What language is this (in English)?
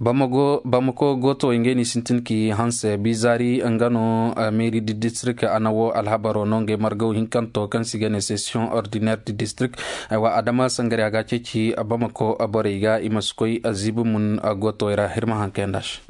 Koyraboro Senni